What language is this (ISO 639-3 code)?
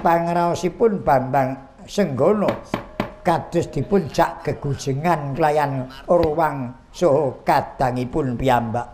jav